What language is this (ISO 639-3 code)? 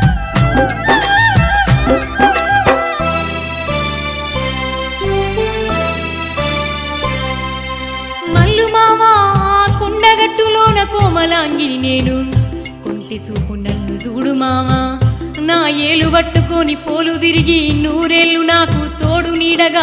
tel